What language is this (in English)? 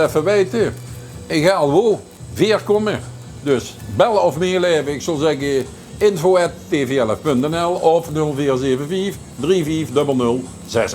Limburgish